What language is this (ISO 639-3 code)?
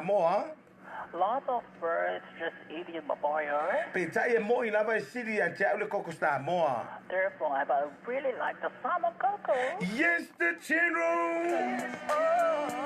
smo